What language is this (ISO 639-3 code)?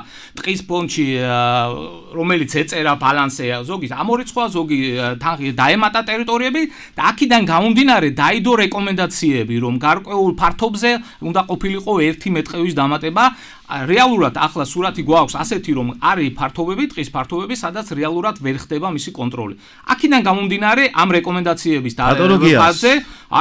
kat